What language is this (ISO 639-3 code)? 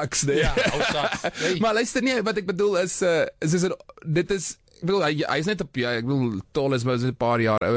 afr